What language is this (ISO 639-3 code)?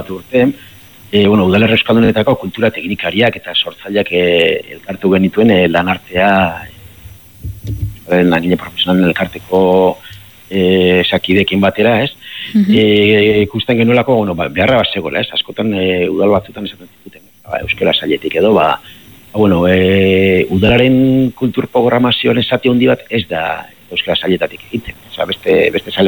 eus